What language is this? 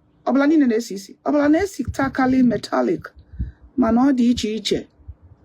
Igbo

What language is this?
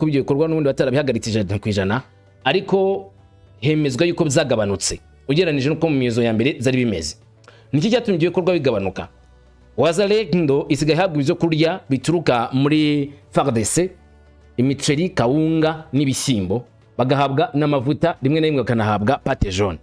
Kinyarwanda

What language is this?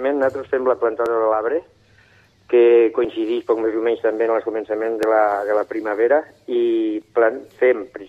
Catalan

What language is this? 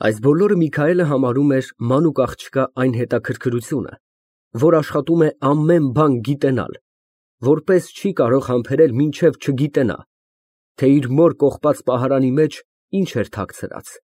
Armenian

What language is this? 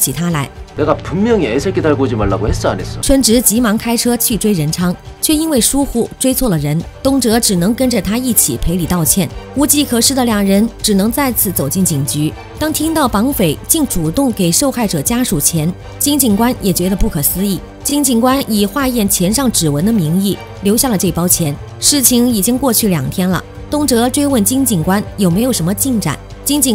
Chinese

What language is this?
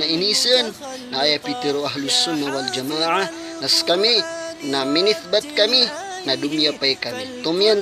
Maranao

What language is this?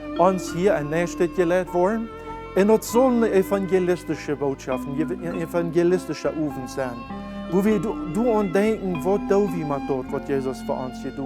Plautdietsch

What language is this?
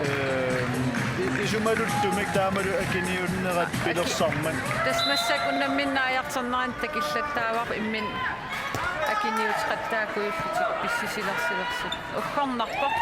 Kalaallisut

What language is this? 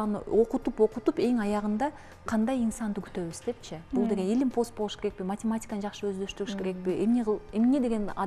Kyrgyz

